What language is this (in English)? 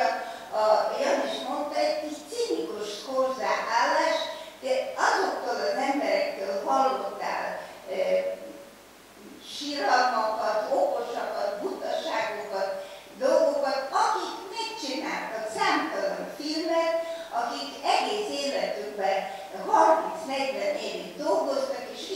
Hungarian